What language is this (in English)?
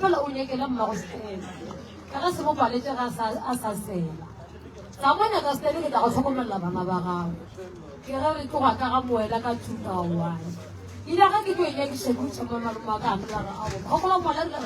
Northern Sotho